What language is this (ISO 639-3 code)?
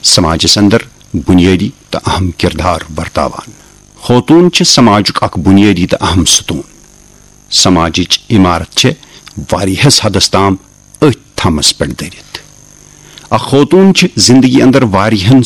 kas